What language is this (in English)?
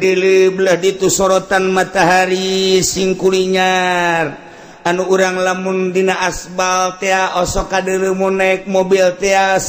Sundanese